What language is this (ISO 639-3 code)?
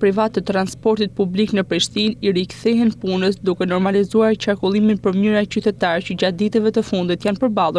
sqi